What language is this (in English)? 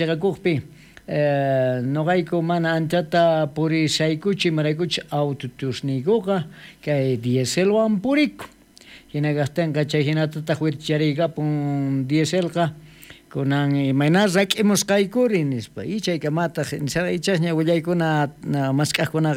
South Bolivian Quechua